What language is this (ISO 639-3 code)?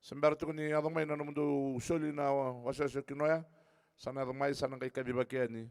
fij